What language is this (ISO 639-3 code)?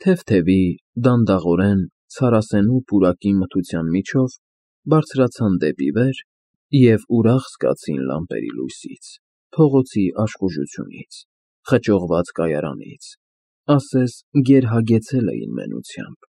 hye